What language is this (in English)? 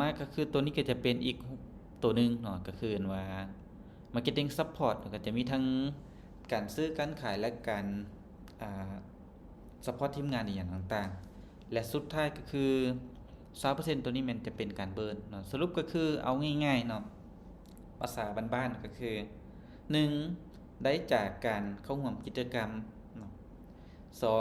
Lao